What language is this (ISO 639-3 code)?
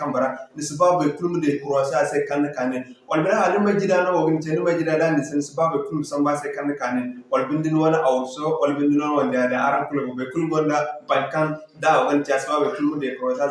dje